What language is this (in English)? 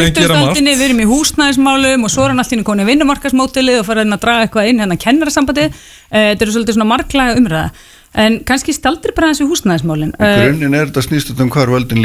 Icelandic